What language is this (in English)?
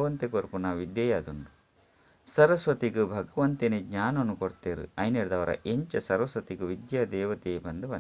Tulu